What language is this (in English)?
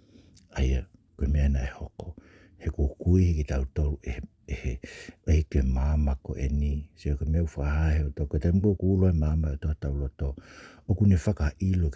Tongan